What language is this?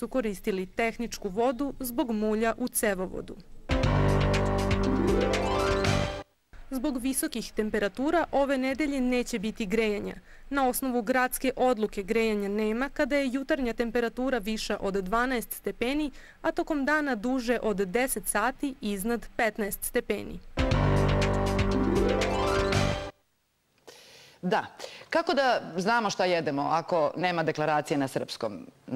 Serbian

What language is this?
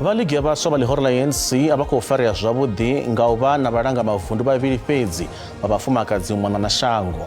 Venda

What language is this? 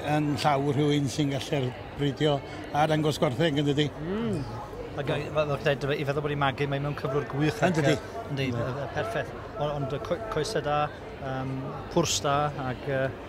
Welsh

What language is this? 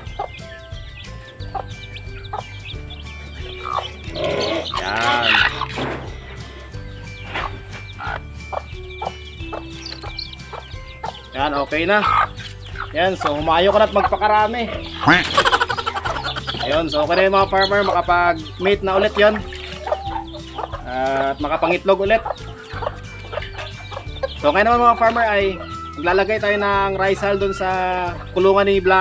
Filipino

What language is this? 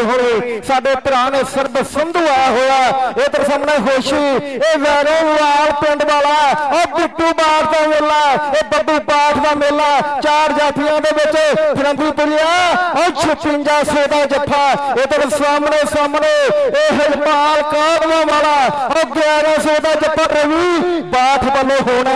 Punjabi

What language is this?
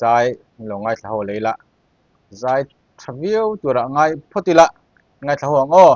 Mizo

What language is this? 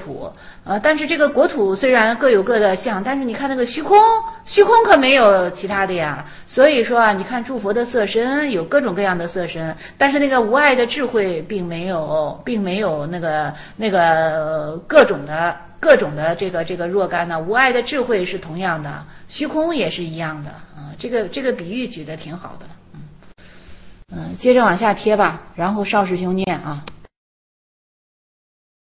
Chinese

